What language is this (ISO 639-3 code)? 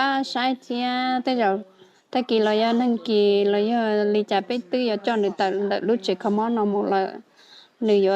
hmn